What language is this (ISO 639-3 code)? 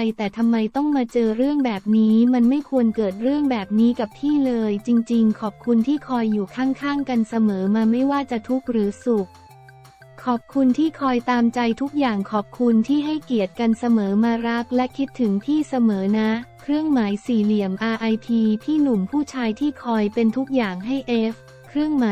tha